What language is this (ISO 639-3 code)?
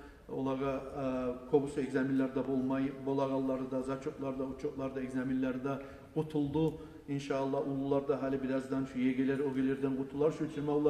kum